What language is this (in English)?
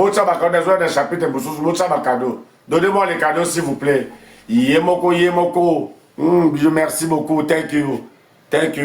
Lingala